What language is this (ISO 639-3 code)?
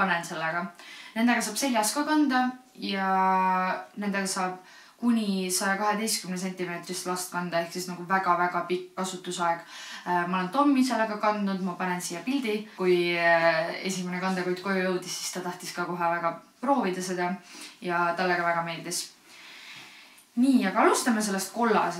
est